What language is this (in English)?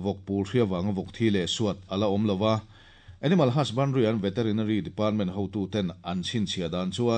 Mizo